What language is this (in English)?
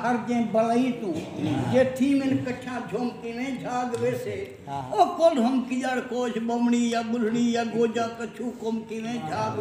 Saraiki